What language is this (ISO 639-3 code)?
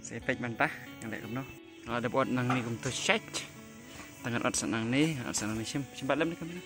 kha